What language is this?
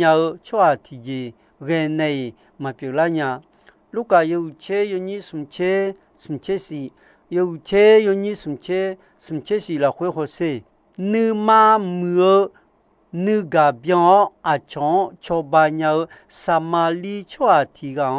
Akha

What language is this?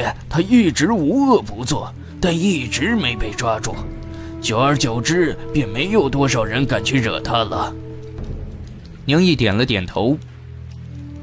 Chinese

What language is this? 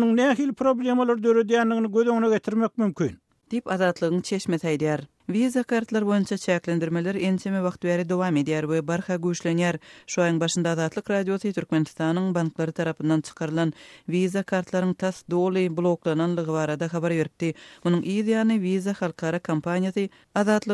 Turkmen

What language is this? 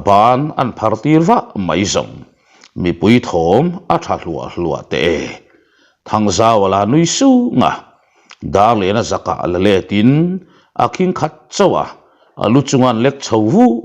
Mizo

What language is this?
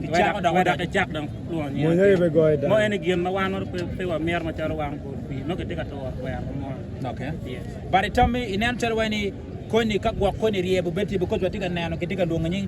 Acoli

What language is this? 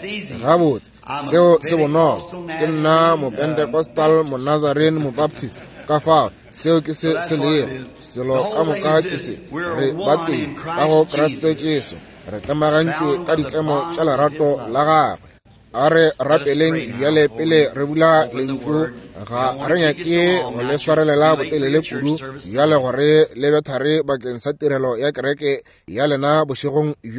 Northern Sotho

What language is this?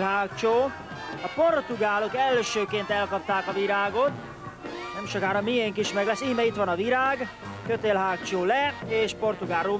Hungarian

